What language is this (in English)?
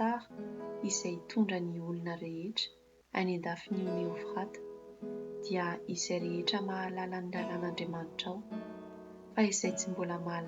Malagasy